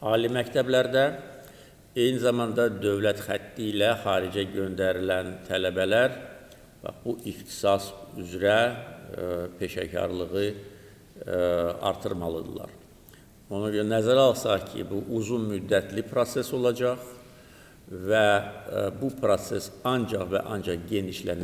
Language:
Azerbaijani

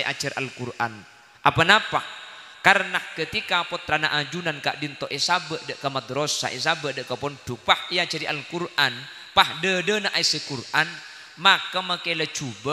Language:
Madurese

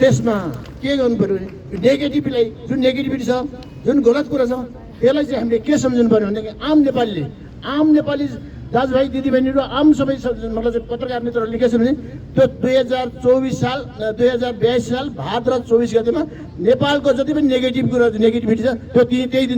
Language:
Nepali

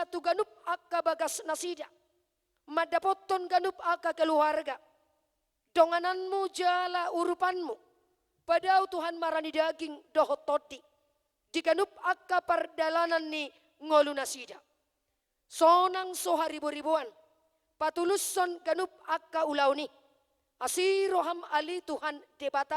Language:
Batak Toba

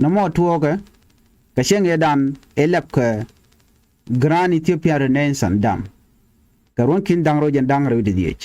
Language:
Nuer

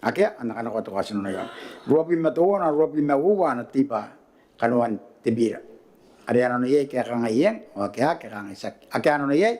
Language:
Gilbertese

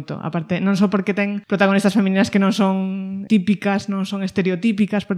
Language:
Galician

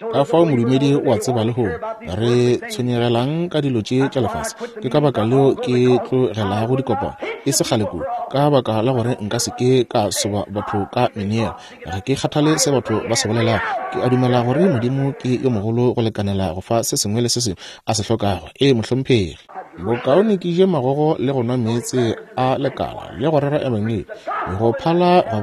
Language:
Northern Sotho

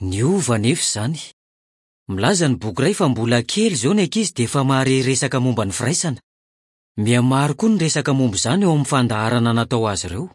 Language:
Malagasy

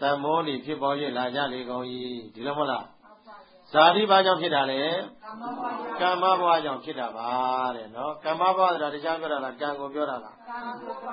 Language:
Burmese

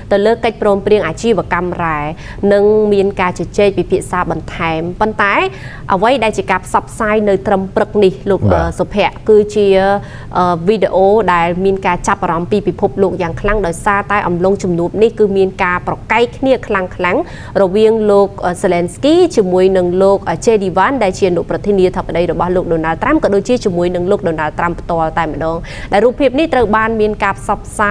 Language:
Khmer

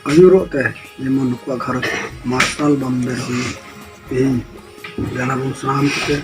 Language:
Santali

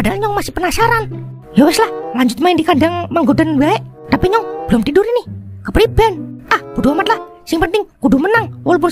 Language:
Betawi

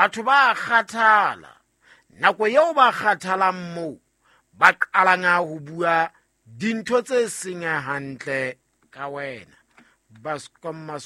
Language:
Southern Sotho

